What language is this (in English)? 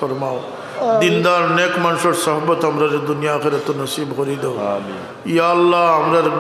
Sylheti